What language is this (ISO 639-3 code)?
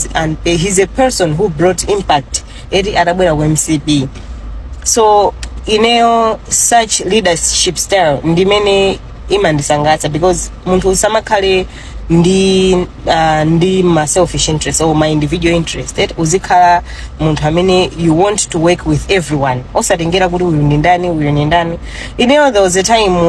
nya